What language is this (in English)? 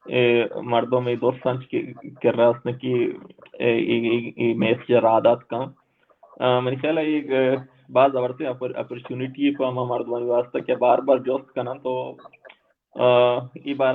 Baluchi